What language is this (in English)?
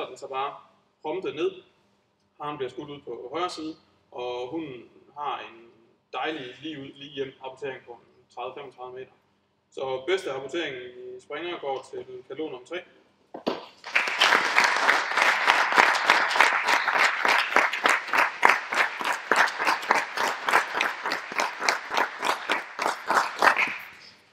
Danish